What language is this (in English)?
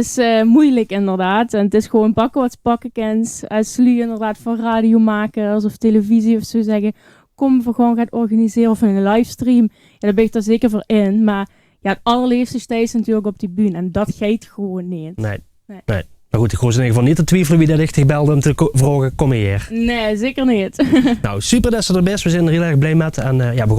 Limburgish